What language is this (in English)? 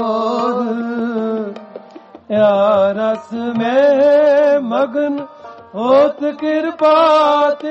Punjabi